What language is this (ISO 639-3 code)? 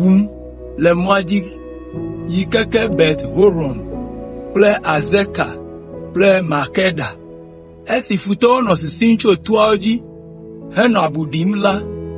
ewe